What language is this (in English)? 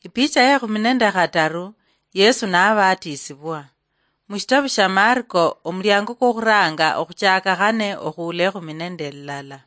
Luyia